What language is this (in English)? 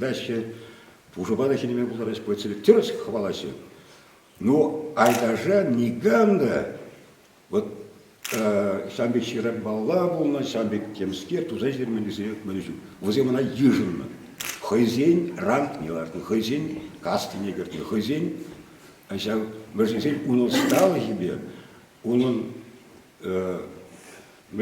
Chuvash